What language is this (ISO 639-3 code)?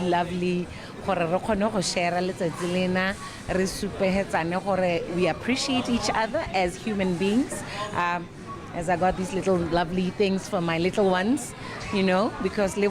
tsn